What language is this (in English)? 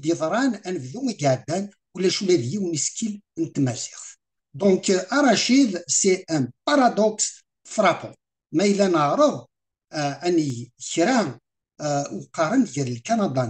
Kabyle